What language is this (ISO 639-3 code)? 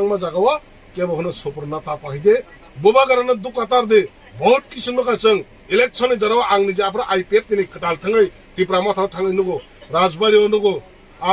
trp